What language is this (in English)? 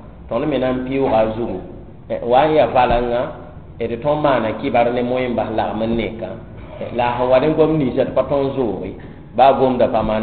Mossi